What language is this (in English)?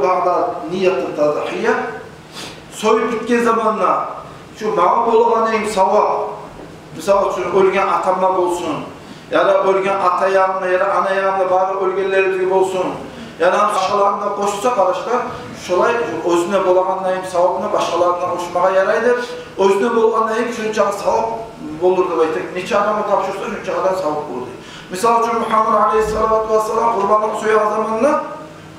Kumyk